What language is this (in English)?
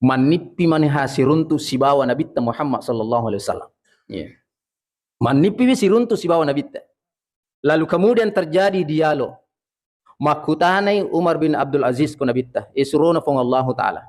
Buginese